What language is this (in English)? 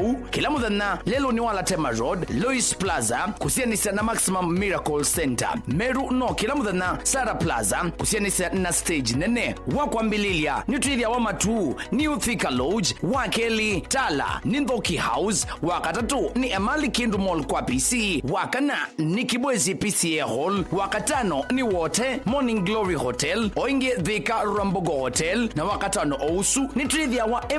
Kamba